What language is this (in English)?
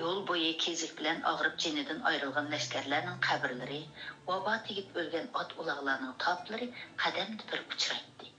Uyghur